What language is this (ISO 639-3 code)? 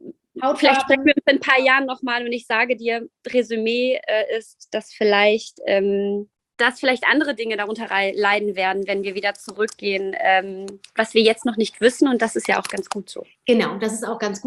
deu